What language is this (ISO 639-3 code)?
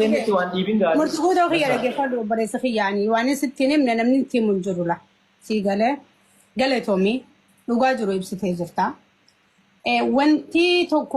orm